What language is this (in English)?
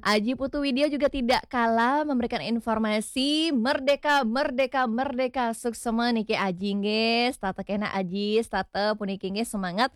Balinese